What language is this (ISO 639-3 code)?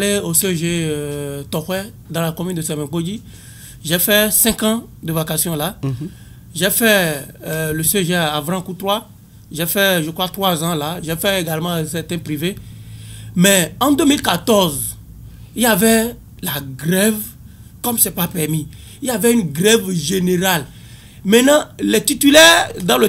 fra